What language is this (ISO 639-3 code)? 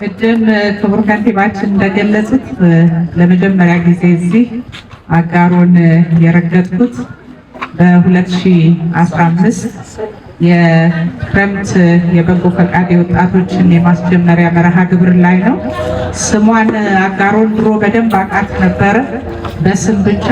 amh